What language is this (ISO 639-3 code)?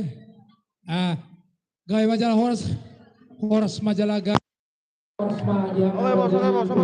bbc